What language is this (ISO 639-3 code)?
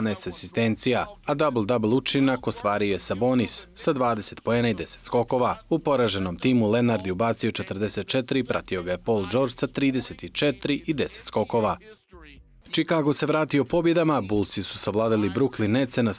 bos